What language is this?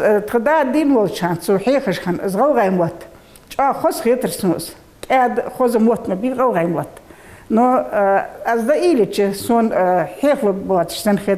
Ingush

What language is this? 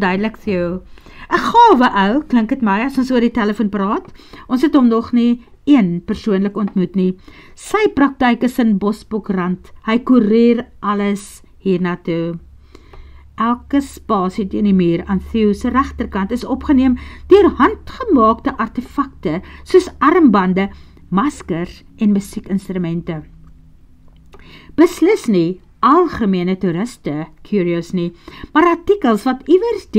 Afrikaans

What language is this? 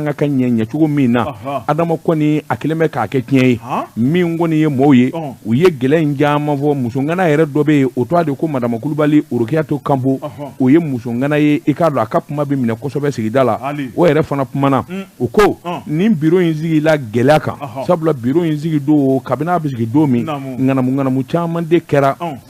Bambara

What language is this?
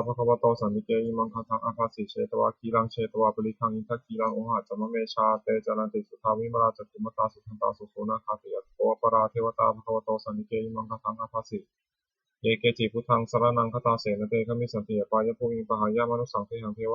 Pali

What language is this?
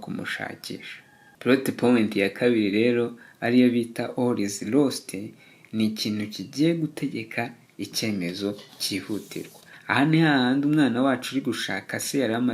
Kinyarwanda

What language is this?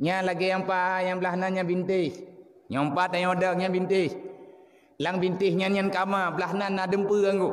Achinese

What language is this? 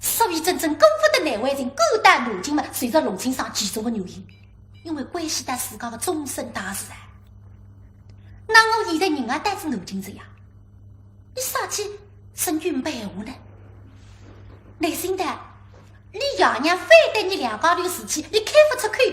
Wu Chinese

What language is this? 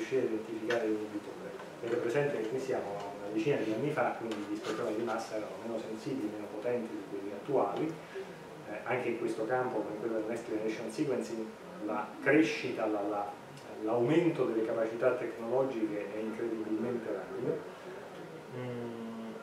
Italian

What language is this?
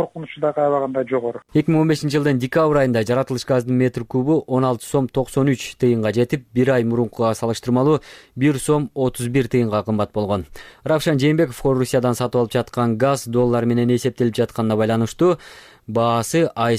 Kyrgyz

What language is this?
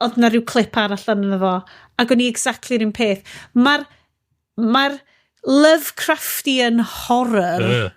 Welsh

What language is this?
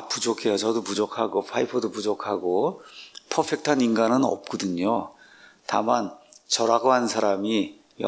Korean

